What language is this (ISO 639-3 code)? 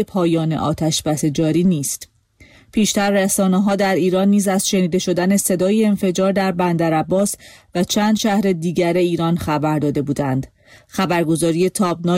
fas